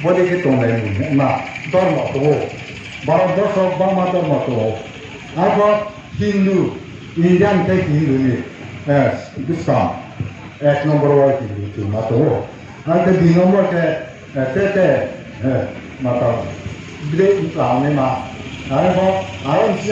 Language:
Riang (India)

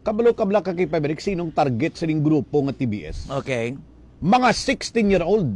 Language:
Hiligaynon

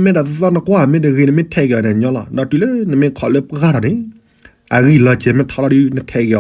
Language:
S'gaw Karen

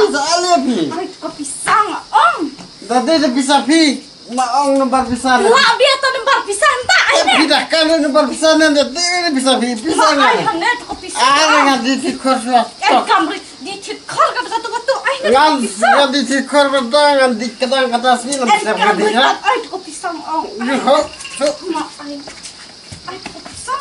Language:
Khasi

